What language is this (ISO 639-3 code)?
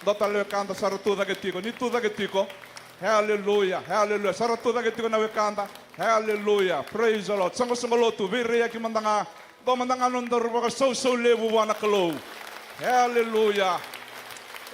fij